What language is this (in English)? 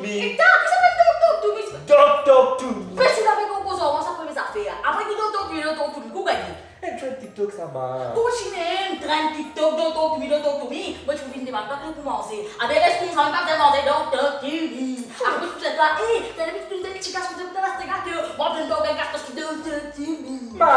Morisyen